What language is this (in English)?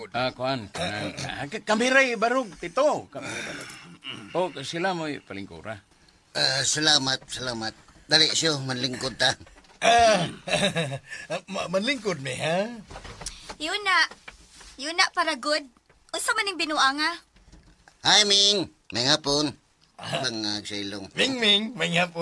Cebuano